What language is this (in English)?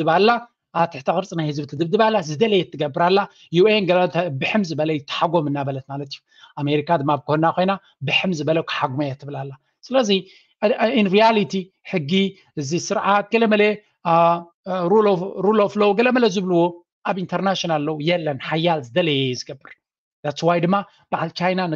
Tigrinya